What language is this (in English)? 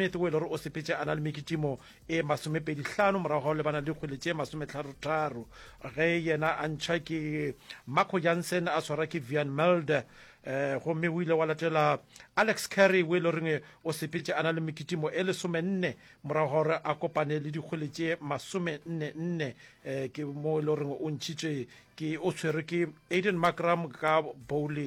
Northern Sotho